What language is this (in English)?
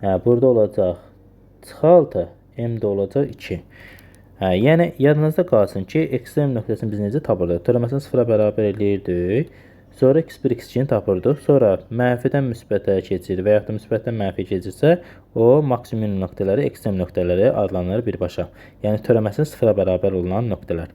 Azerbaijani